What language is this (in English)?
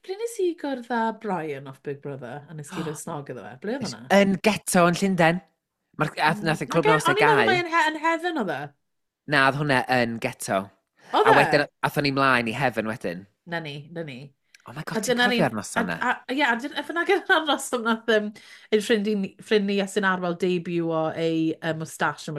Welsh